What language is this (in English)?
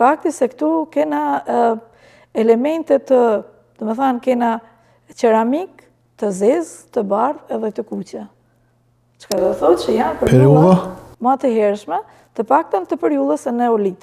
Albanian